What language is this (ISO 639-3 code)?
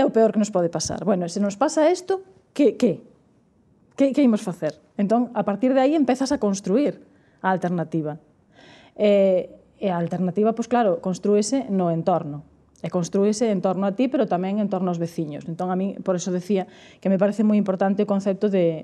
glg